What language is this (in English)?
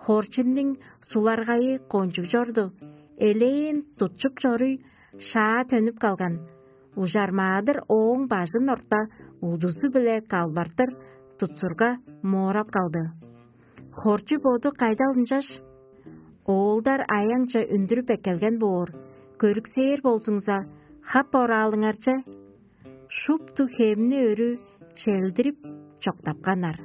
Tuvinian